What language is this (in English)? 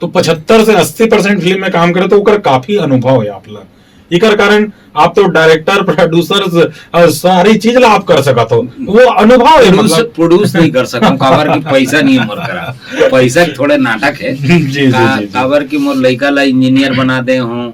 Chhattisgarhi